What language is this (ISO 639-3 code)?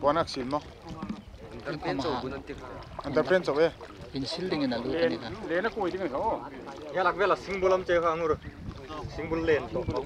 pck